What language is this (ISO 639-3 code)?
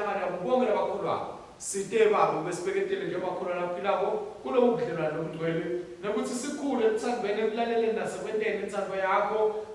ssw